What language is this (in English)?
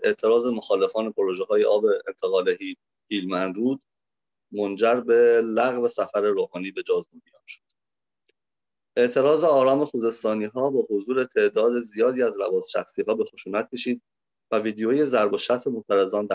Persian